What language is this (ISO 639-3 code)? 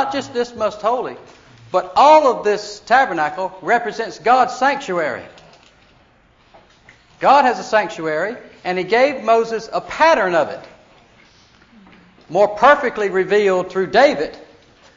eng